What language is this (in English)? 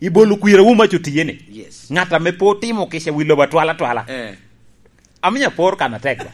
Lango (Uganda)